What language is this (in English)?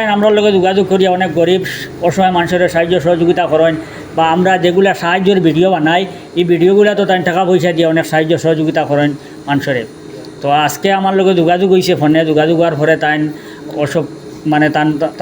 Sylheti